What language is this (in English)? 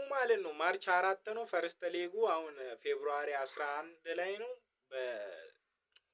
Amharic